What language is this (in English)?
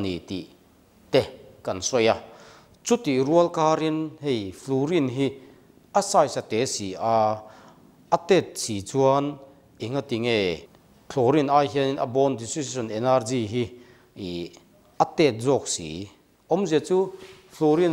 Mizo